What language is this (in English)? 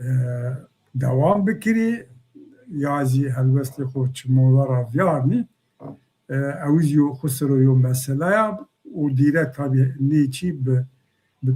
Zaza